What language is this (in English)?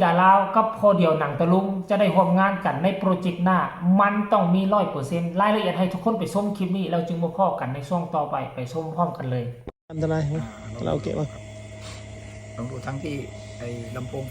Northeastern Thai